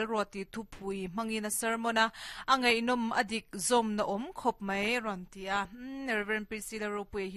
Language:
Mizo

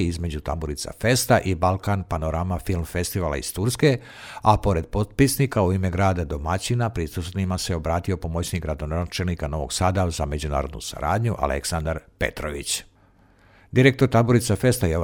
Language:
Serbian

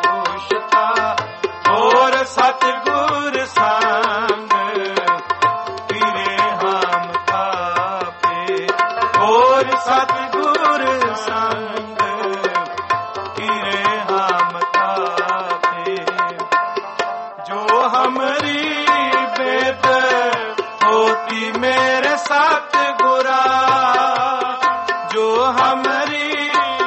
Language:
Punjabi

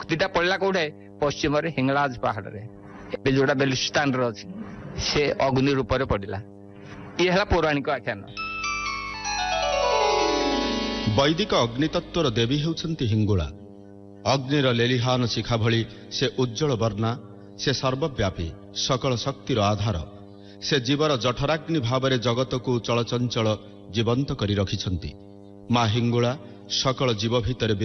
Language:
Odia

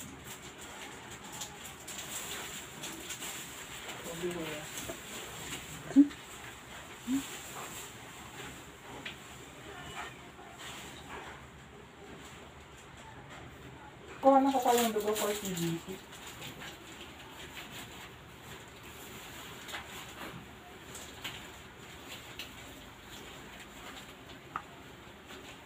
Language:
Filipino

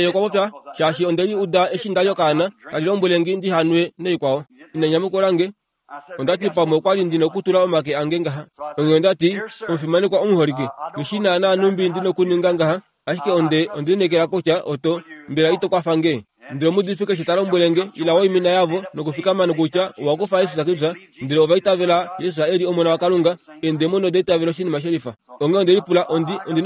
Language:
Kuanyama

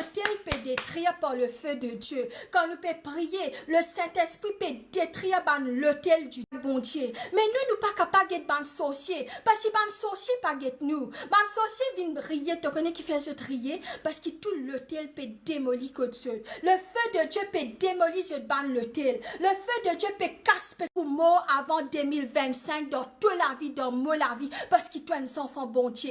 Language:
Morisyen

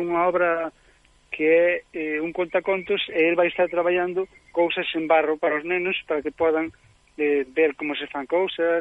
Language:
Galician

